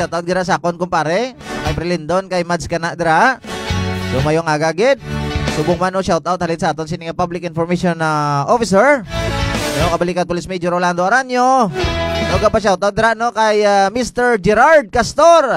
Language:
Hiligaynon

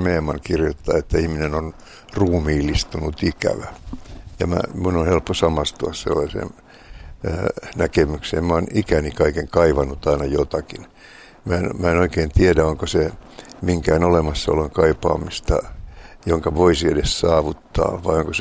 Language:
Finnish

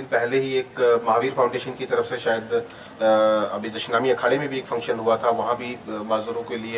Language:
Hindi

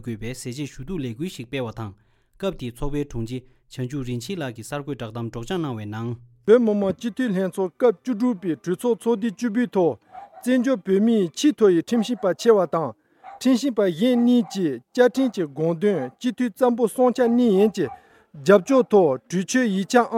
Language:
Tibetan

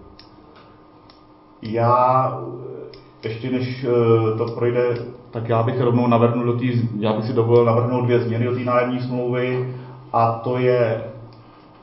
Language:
Czech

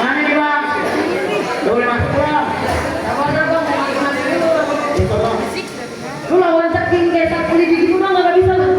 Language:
Betawi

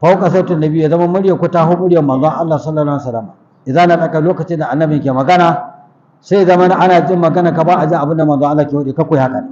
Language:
Hausa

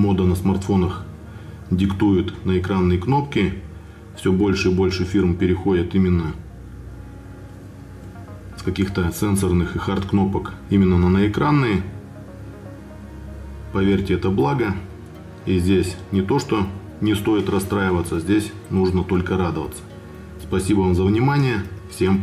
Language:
Russian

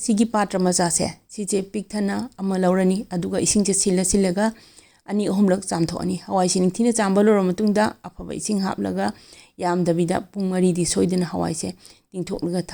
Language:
Manipuri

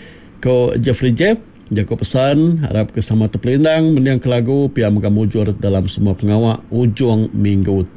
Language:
Iban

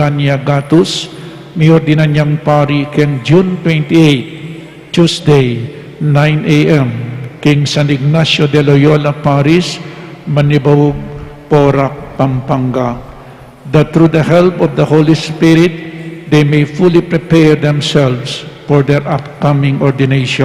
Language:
Pampanga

